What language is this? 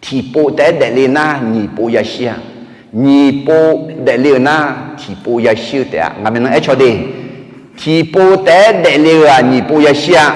Akha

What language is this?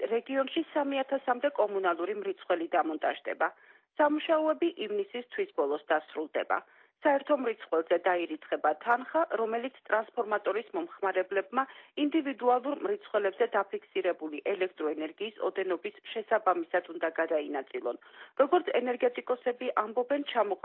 Georgian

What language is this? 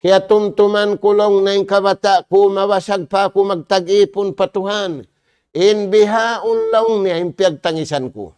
Tausug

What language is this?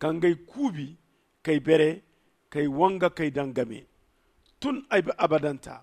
Zarma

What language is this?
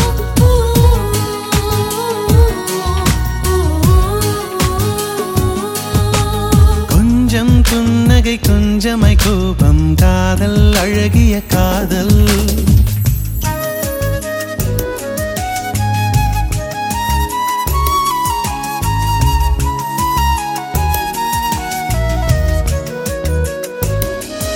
Tamil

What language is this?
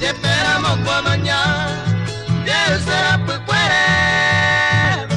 Guarani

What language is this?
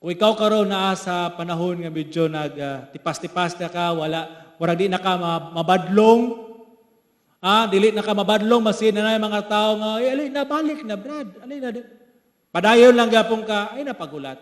Cebuano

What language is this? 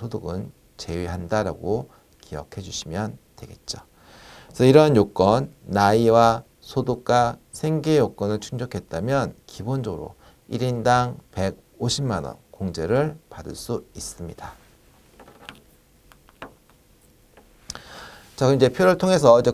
Korean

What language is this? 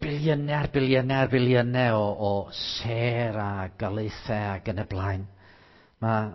Welsh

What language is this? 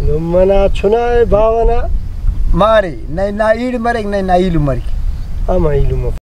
Brahui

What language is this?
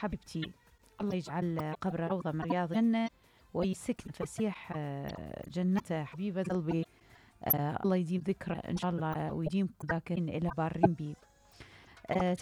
Mesopotamian Arabic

